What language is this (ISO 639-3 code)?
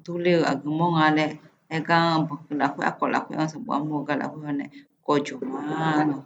ahk